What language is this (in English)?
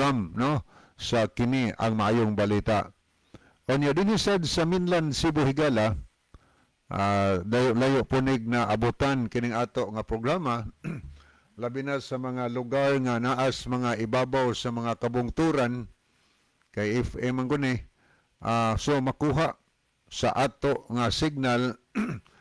Cebuano